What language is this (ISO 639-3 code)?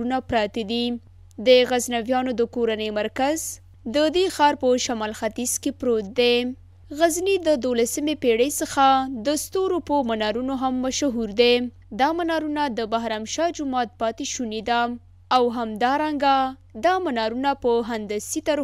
pus